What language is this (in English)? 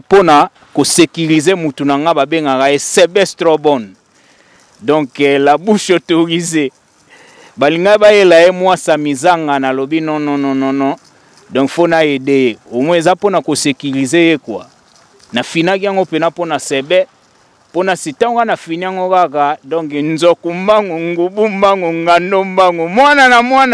Lingala